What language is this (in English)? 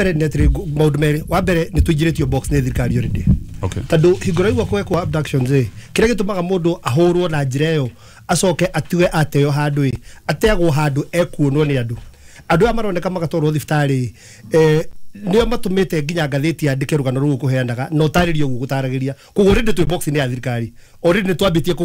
Kikuyu